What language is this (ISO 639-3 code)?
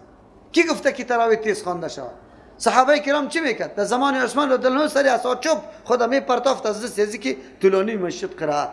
fas